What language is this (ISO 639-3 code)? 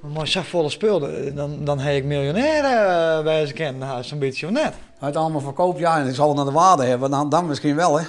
fry